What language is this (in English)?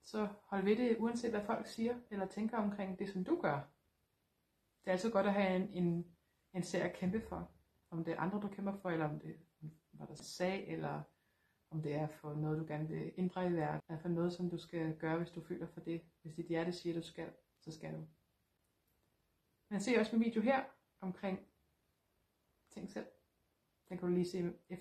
Danish